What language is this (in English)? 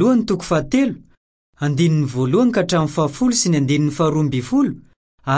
Malagasy